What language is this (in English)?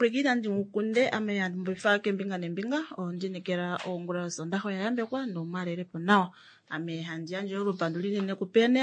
Kuanyama